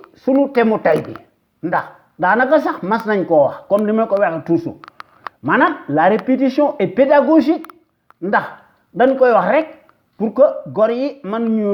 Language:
Wolof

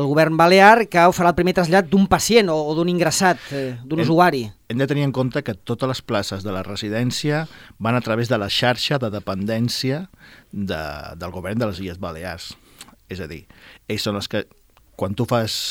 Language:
Catalan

